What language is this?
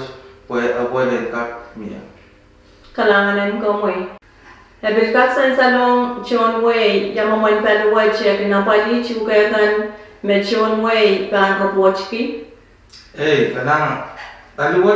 Pohnpeian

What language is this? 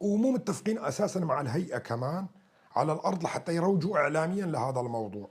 North Levantine Arabic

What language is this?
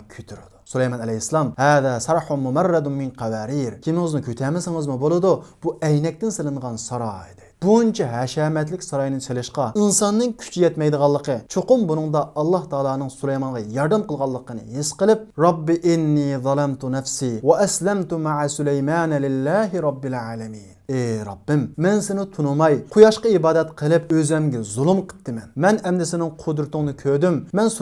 Uyghur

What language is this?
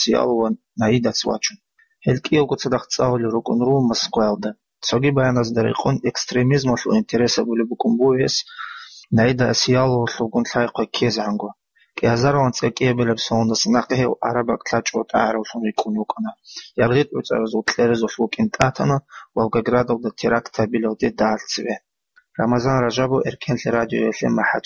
Avaric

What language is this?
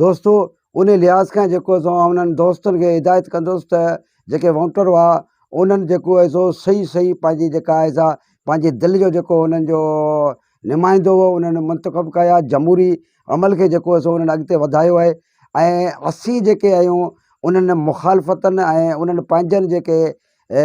Sindhi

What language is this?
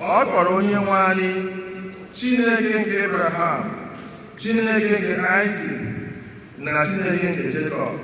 Igbo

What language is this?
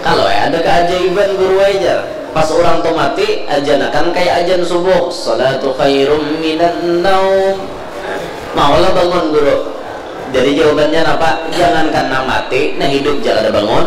Banjar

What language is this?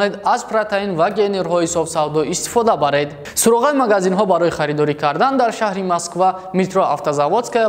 Tajik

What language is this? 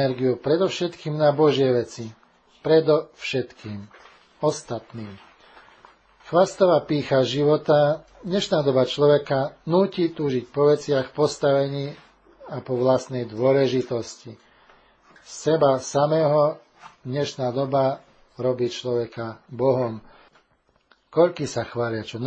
Slovak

